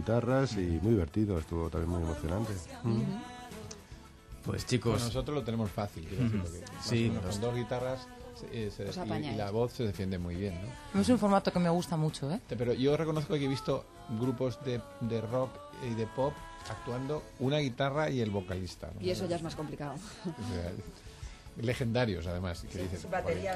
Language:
Spanish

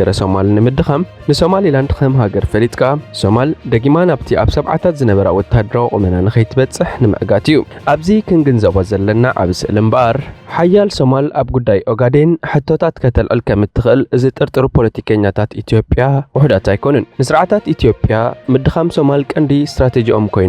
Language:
Tigrinya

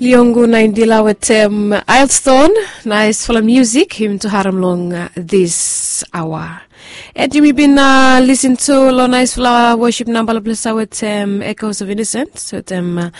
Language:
Bislama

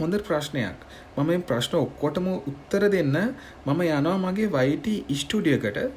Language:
Sinhala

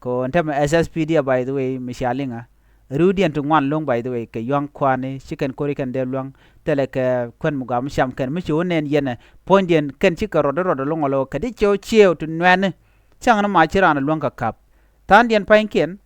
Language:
Nuer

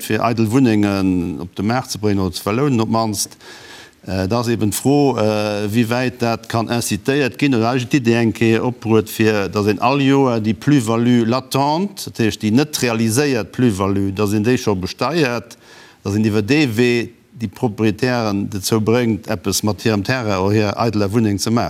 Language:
Luxembourgish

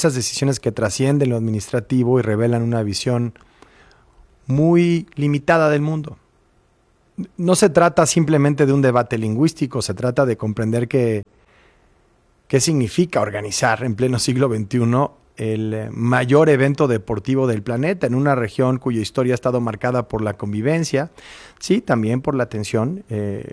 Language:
Spanish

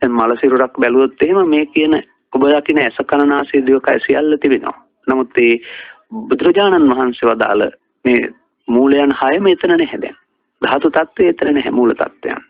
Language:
Sinhala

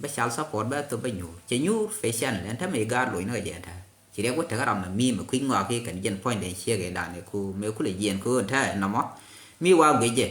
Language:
Nuer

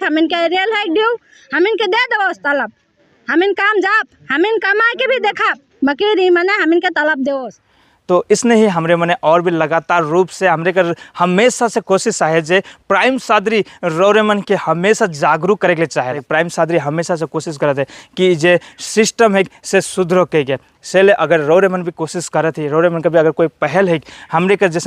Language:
Sadri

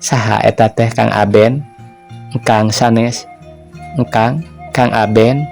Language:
Sundanese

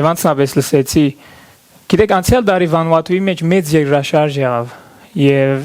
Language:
Western Armenian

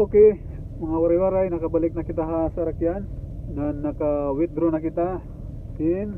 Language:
Waray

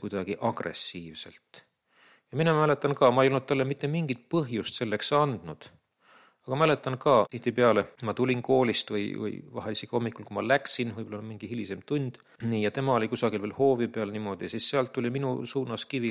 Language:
Estonian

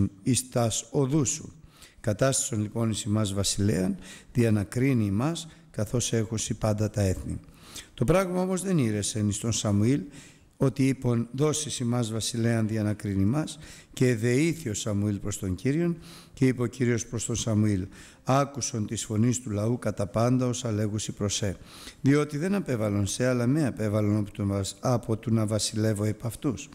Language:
Greek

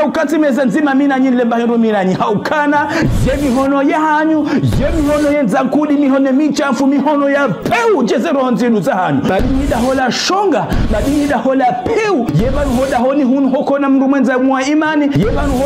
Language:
Ngazidja Comorian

